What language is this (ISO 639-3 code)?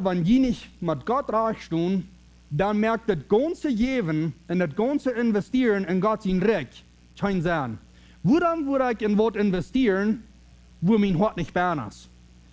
pdt